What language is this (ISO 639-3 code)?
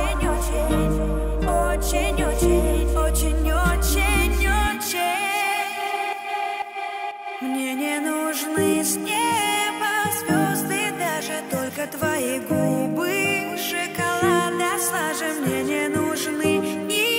rus